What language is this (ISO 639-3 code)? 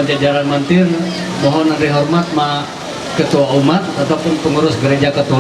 mhy